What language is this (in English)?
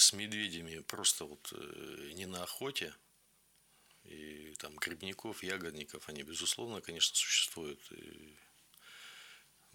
Russian